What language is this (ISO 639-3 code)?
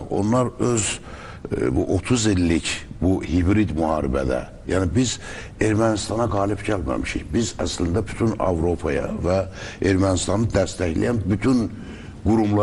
aze